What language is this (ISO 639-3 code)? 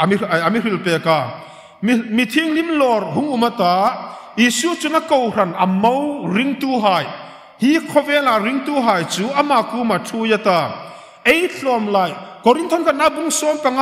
hmr